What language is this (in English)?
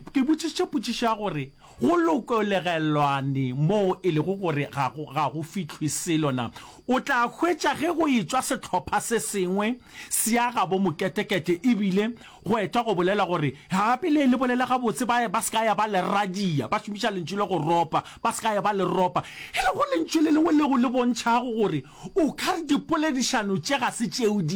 Northern Sotho